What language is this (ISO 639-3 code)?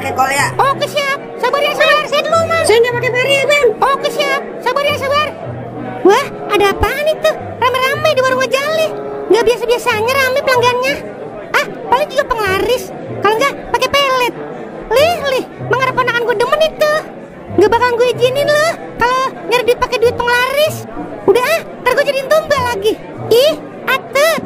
bew